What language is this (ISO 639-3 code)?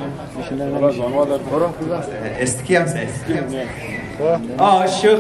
fas